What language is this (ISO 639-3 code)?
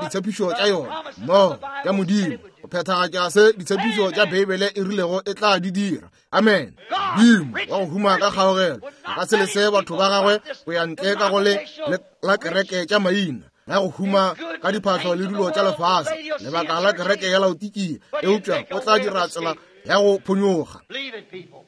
nso